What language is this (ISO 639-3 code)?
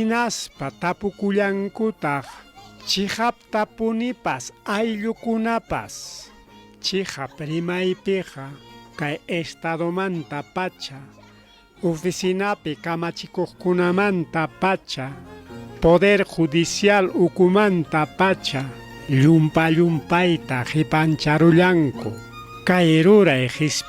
quy